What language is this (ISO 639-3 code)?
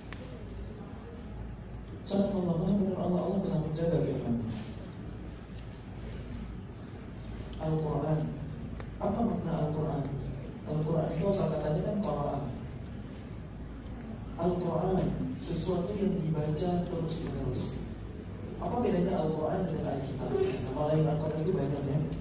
ind